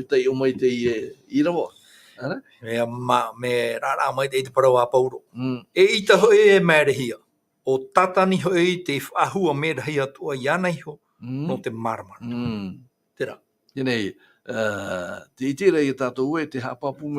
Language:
Tahitian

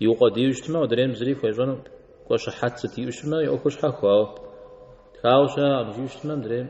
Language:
Kabardian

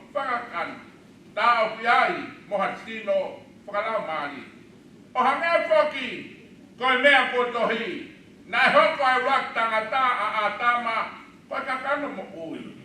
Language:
Tongan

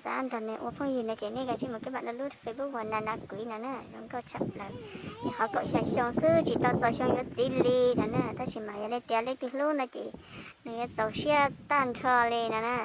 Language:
Hmong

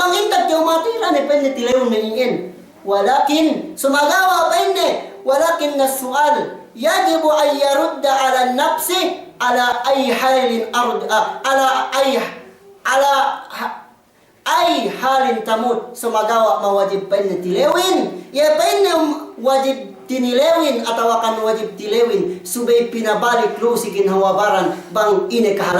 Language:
Yakan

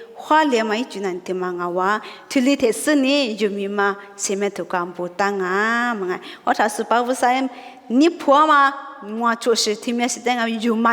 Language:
Lisu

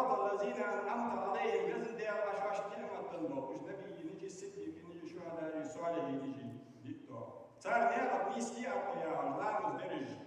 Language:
Ingush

